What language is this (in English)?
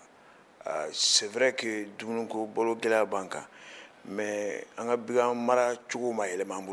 Bambara